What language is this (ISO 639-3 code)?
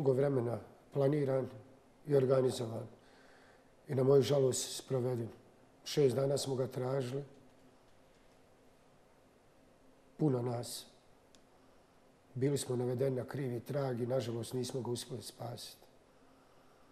bos